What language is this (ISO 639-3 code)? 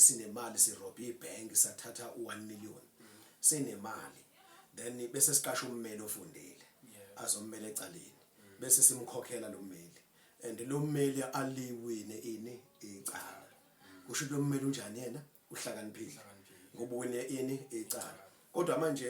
zul